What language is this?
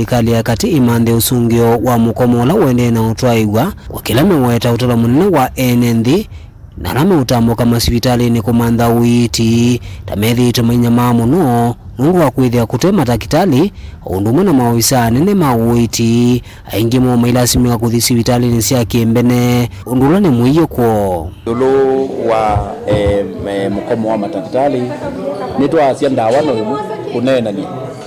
Kamba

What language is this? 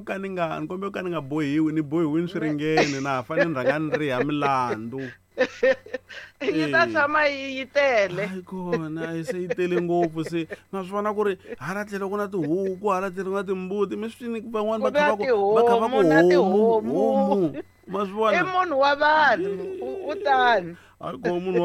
Tsonga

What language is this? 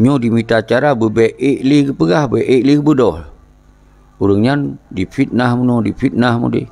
Achinese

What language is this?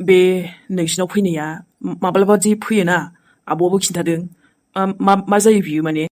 Bodo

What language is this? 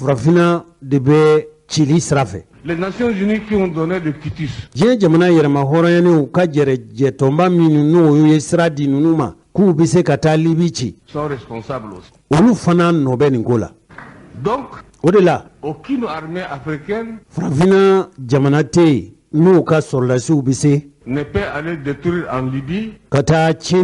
Bambara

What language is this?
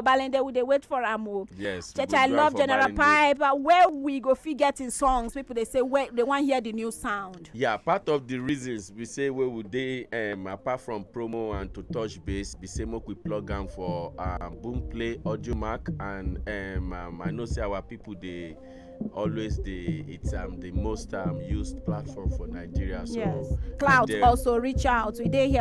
Nigerian Pidgin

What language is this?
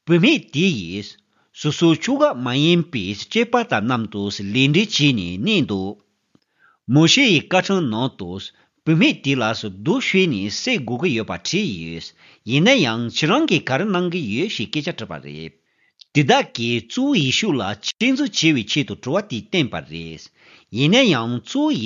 Tibetan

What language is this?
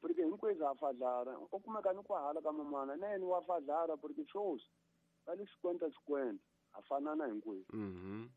Tsonga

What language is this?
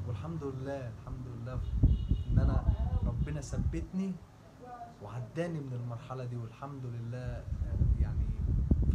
Egyptian Arabic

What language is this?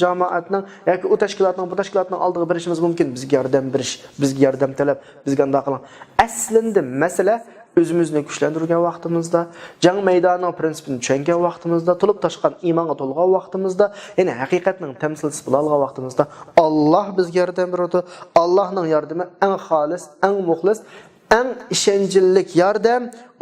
Uyghur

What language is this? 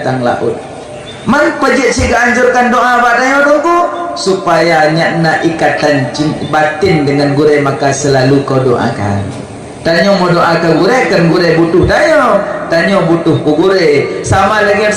Achinese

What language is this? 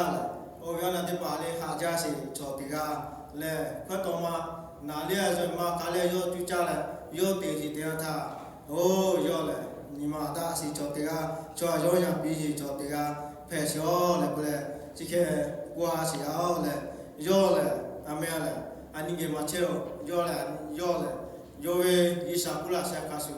Lahu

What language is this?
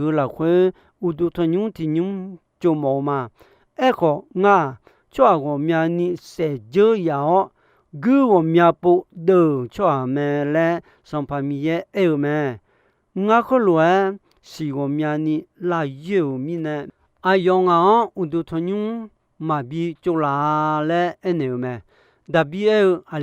Akha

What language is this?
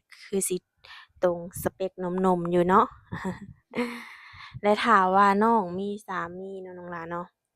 Lao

